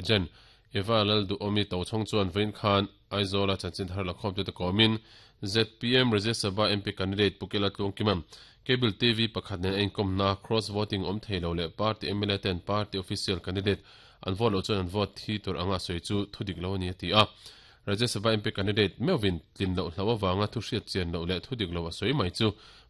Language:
Mizo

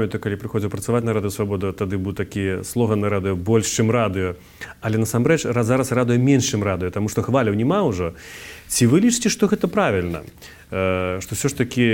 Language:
Belarusian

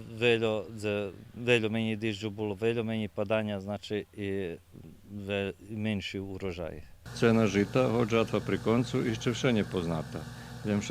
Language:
Rusyn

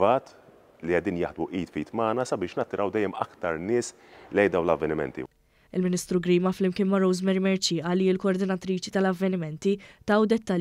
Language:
Maltese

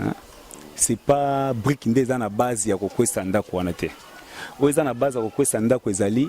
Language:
Lingala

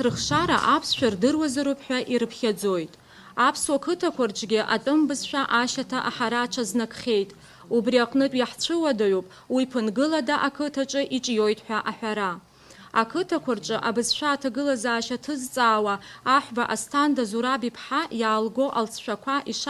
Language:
Abkhazian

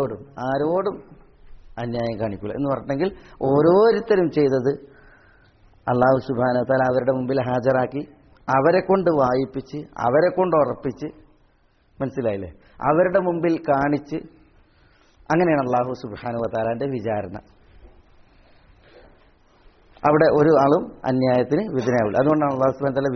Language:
Malayalam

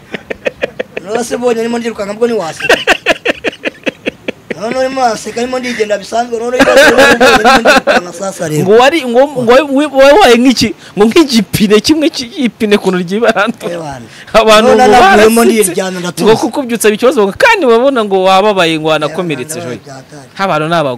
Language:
Kinyarwanda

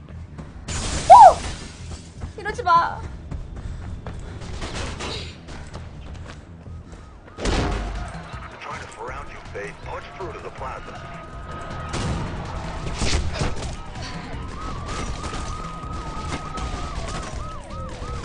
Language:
Korean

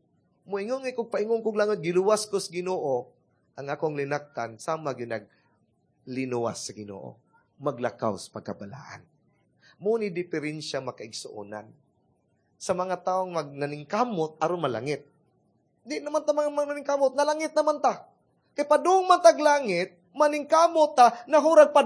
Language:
Cebuano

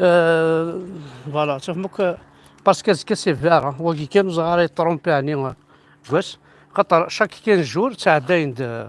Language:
Kabyle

